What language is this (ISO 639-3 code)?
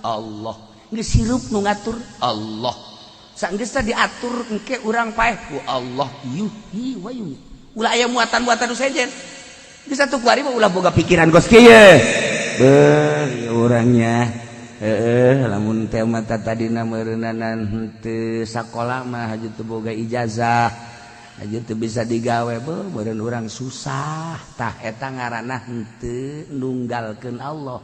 sun